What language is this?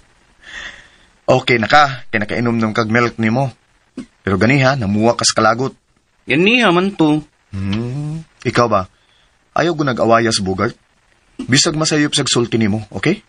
Cebuano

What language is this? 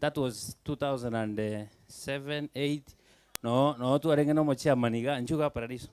Gusii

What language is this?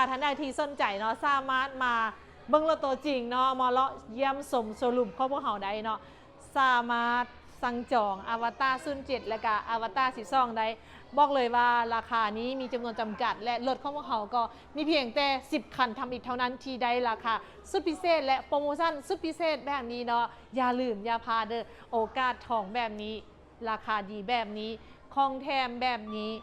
Lao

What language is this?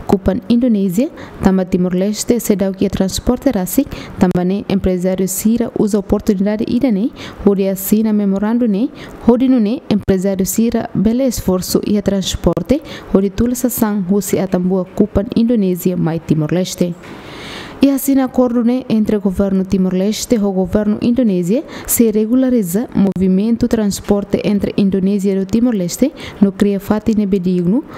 Tetum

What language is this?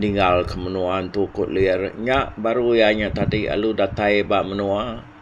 Iban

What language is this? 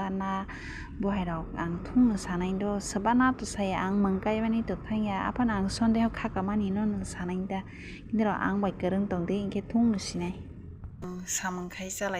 Kok Borok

